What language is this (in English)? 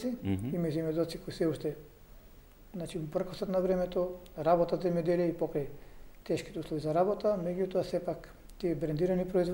Macedonian